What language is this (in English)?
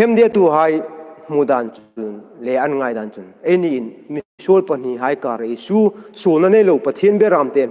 Hmar